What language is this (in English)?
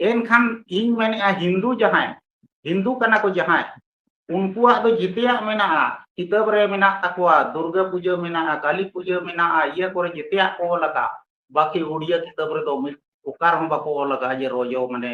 Santali